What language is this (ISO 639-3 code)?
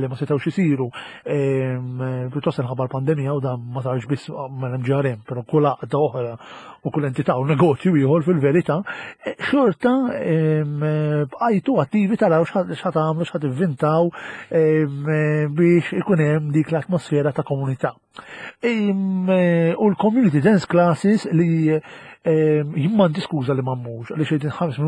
mlt